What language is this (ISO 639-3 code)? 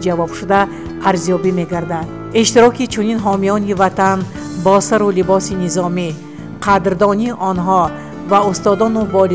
tgk